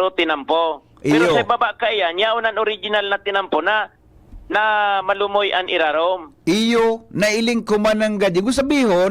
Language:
Bikol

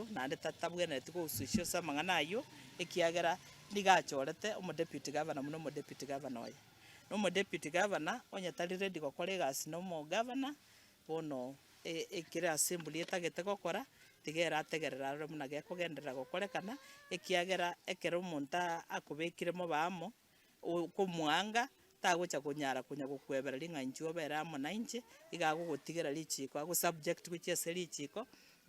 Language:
Gusii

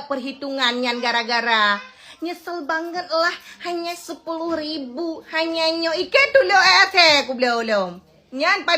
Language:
Achinese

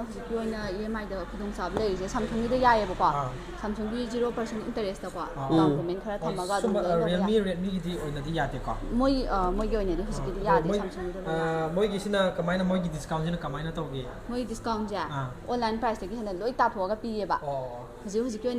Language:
Manipuri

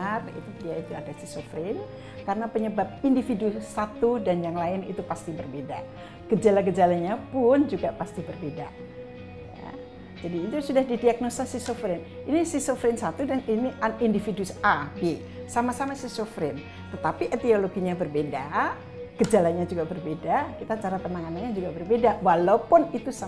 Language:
Indonesian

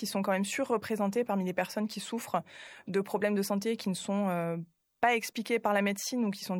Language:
French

